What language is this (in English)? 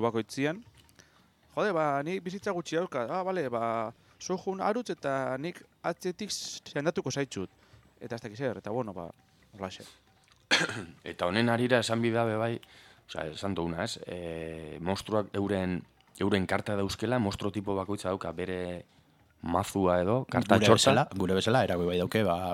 Basque